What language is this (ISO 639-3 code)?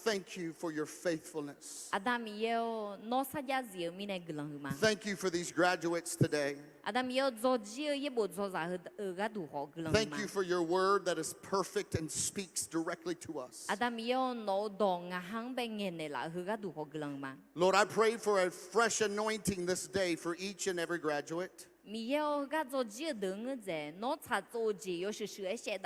ahk